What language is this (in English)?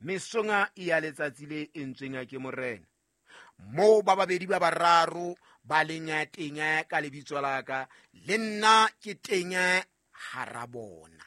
Southern Sotho